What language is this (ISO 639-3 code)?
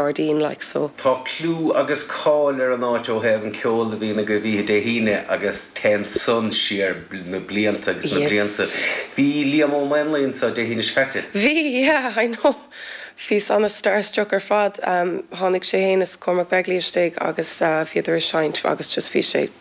gle